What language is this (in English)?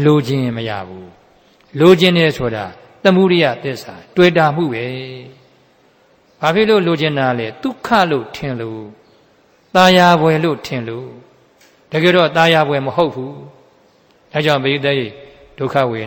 Burmese